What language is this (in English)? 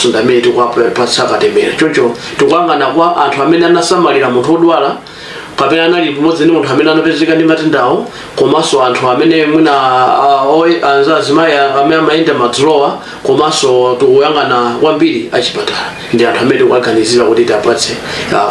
Nyanja